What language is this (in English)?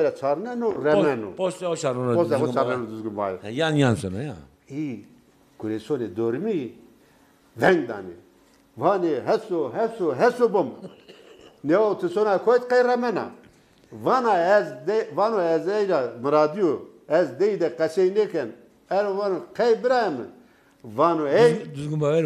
Zaza